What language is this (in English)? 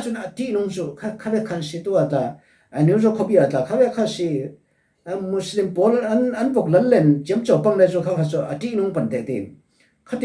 Falam Chin